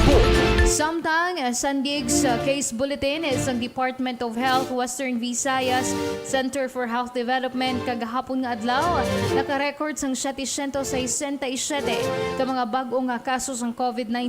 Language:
Hiligaynon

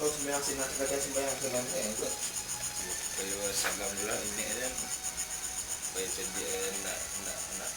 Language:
Minangkabau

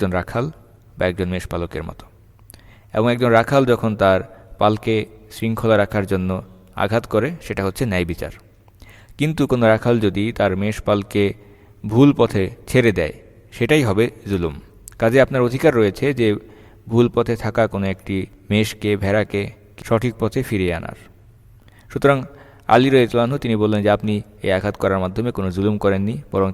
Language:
Bangla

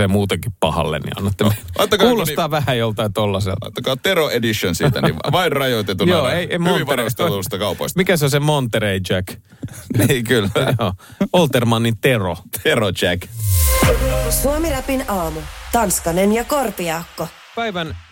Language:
Finnish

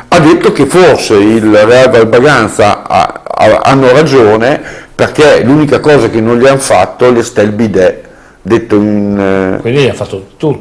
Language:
Italian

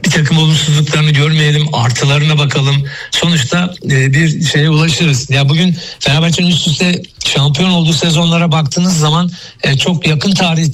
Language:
Turkish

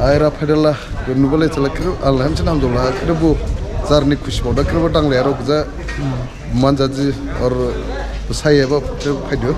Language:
Dimasa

